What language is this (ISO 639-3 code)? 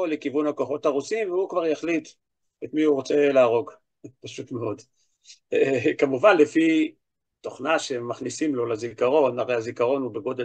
heb